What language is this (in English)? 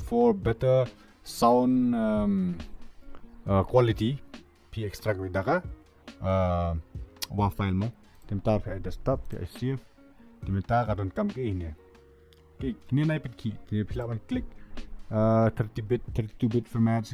Khasi